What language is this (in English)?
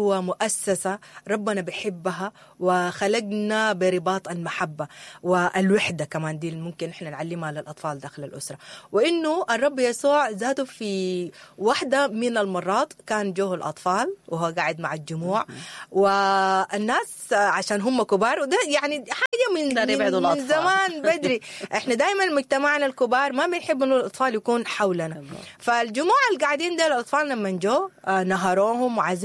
Sudanese Arabic